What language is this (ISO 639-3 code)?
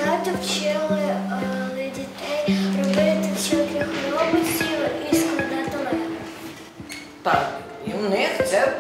ukr